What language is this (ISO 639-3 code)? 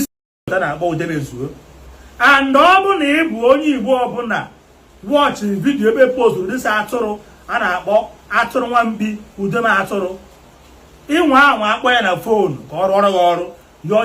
ibo